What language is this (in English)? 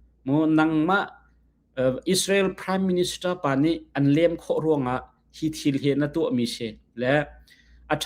Hakha Chin